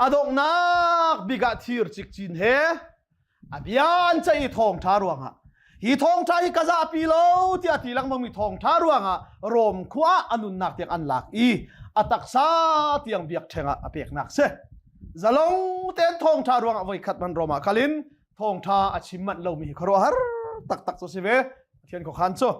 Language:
Hakha Chin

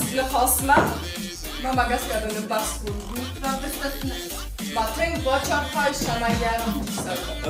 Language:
Ossetic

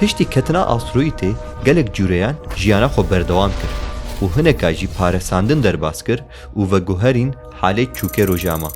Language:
Kurdish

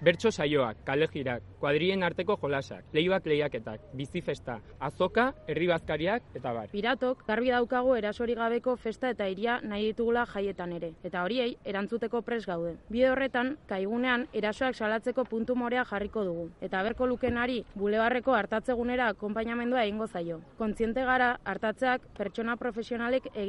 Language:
Basque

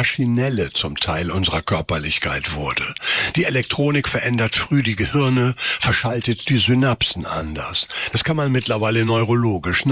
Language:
German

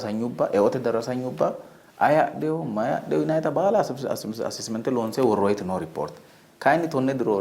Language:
Sidamo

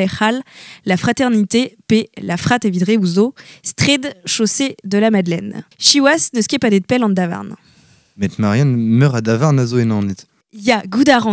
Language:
Breton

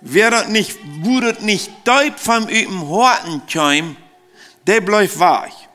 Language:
Plautdietsch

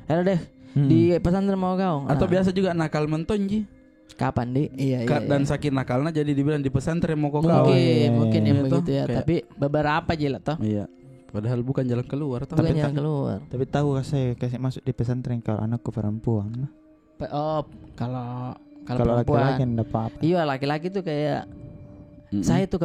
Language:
Makassar Malay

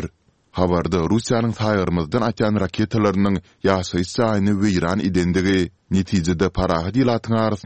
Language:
Turkmen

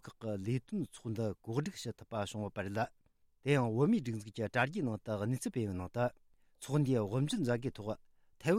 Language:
Tibetan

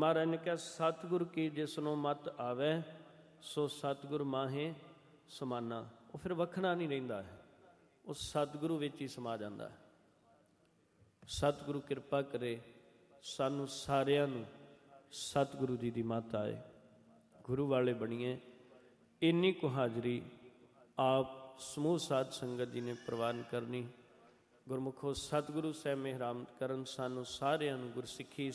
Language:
Punjabi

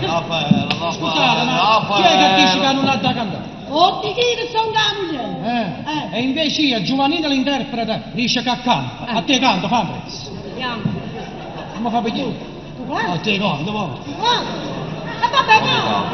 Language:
Neapolitan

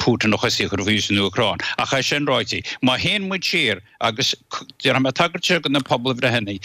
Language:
Irish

